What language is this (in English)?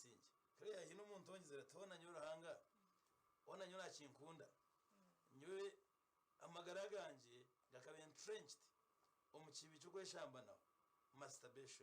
Nyankole